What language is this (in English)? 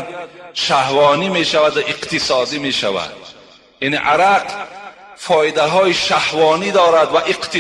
Tajik